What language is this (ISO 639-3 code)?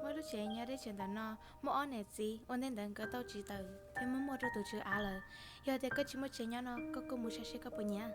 hmn